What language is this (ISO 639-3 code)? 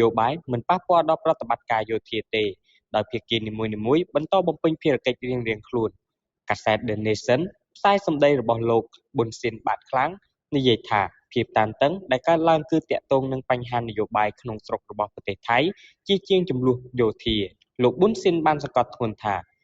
khm